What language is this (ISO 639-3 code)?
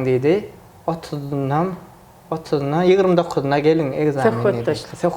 tuk